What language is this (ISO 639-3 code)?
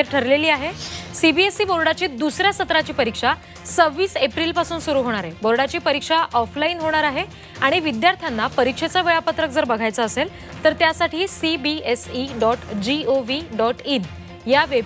mar